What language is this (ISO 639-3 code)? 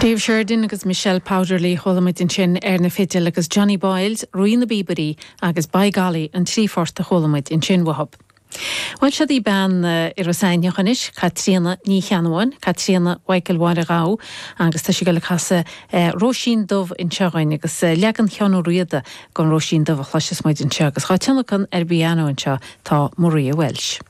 gle